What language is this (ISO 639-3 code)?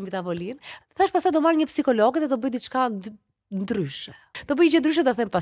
sqi